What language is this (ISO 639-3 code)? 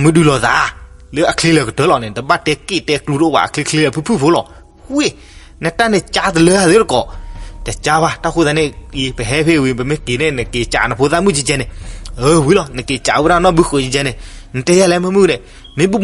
ksw